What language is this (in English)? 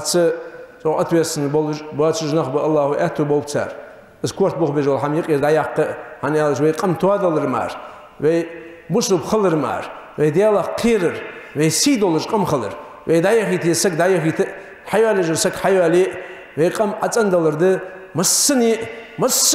Ingush